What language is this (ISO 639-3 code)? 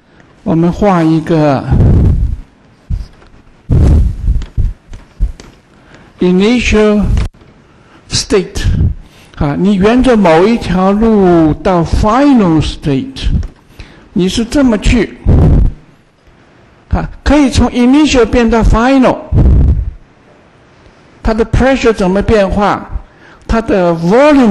zho